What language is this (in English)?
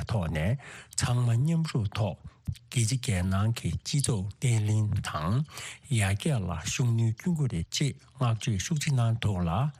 Tibetan